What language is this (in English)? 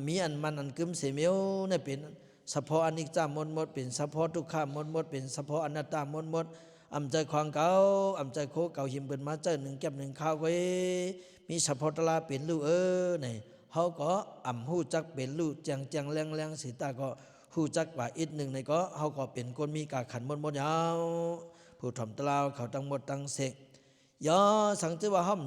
Lao